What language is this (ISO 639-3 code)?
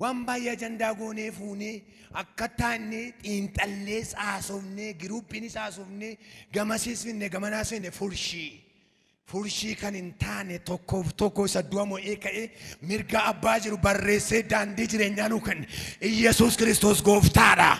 orm